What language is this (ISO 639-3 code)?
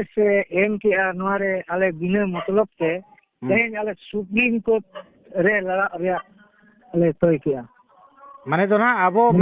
sat